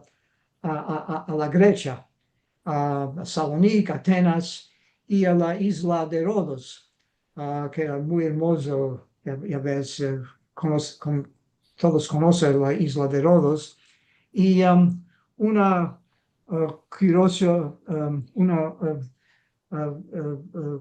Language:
Ladino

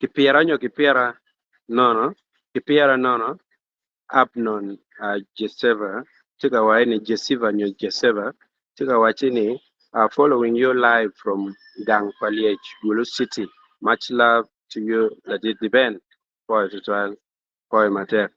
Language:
Acoli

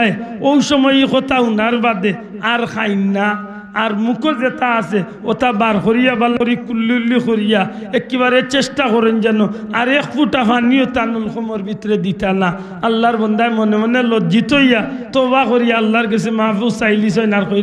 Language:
Sylheti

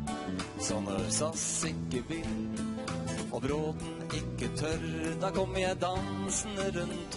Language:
Norwegian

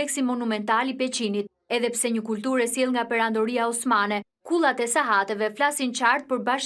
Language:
Albanian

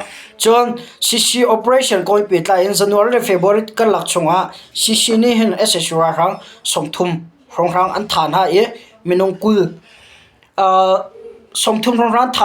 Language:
Hakha Chin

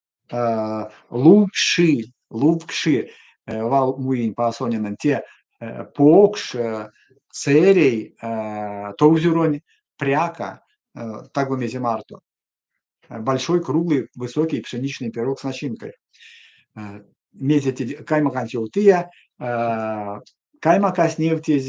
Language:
Erzya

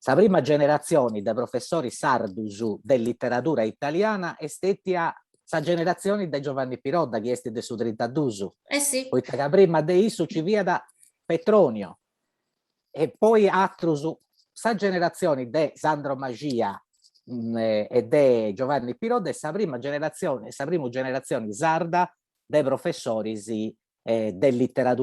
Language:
Sardinian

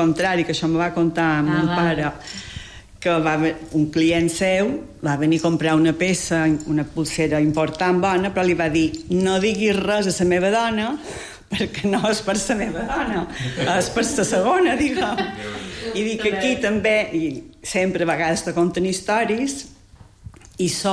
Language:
Catalan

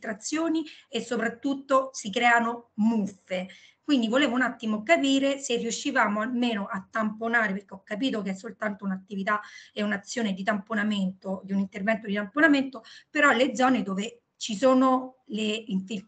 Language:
Italian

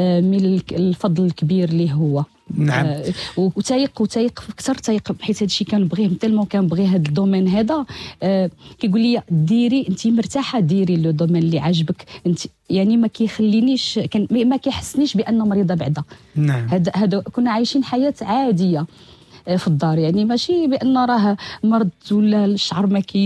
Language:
Moroccan Arabic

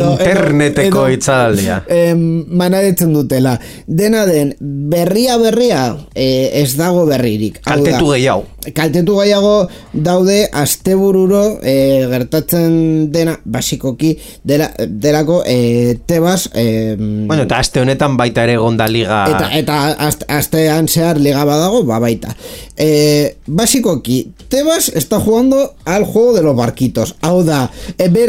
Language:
Basque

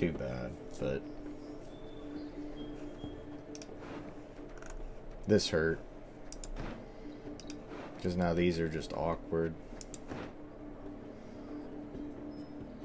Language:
English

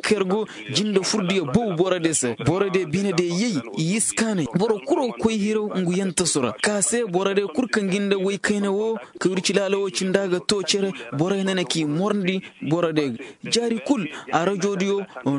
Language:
Koyraboro Senni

